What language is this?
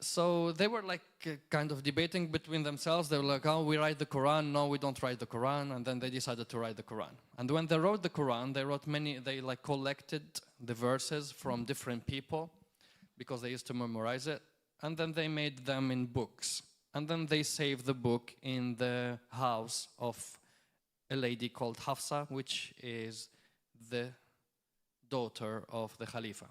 English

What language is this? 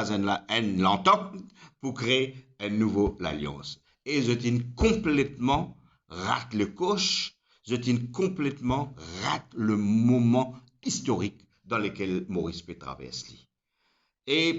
Morisyen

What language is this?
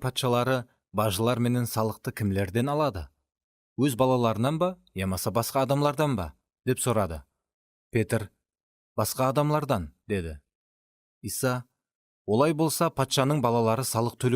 Kara-Kalpak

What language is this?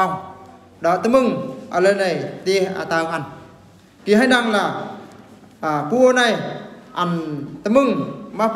Eastern Bru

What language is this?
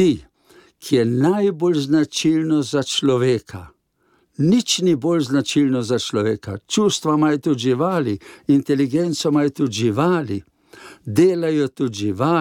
Slovenian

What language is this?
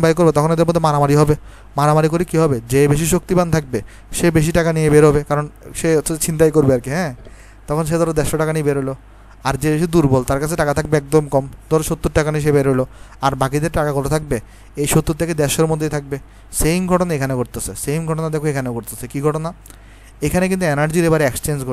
Bangla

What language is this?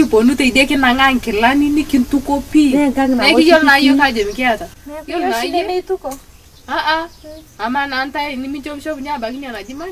Masai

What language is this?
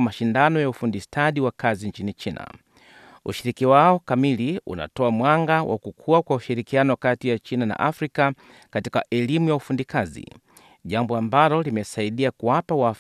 Swahili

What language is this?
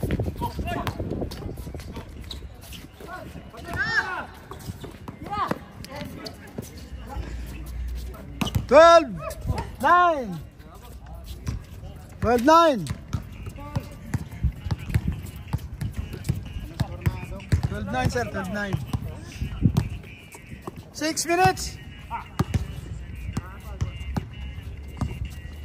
Filipino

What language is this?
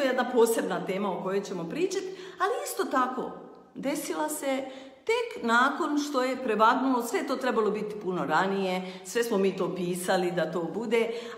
Bosnian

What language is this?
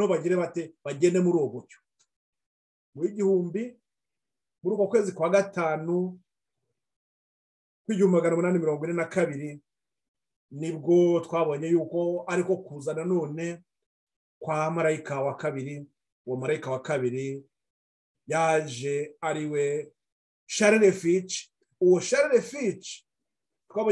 Kinyarwanda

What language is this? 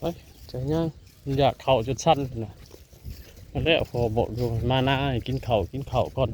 Northeastern Thai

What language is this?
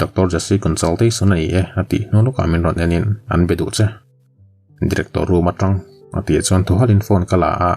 Mizo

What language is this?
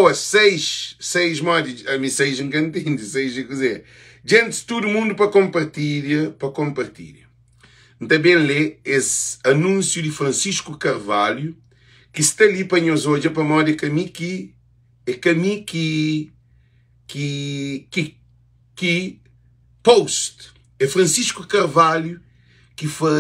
Kabuverdianu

